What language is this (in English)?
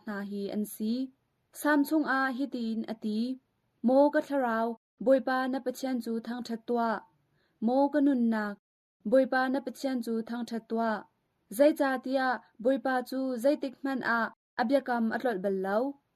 Hakha Chin